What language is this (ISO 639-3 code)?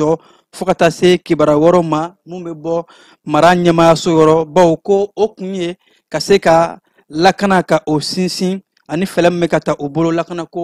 bam